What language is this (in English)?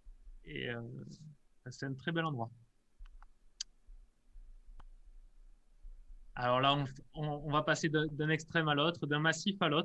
French